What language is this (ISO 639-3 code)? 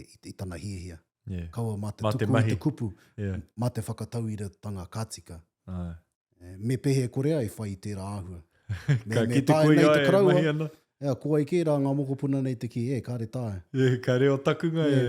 mri